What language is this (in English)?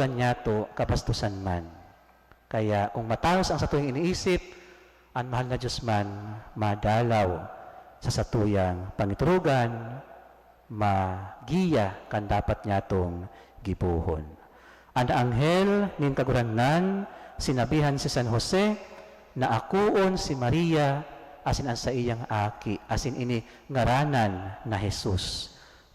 Bikol